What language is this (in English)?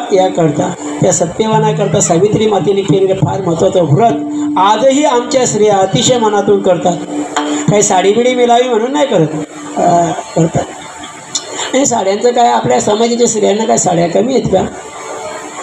Marathi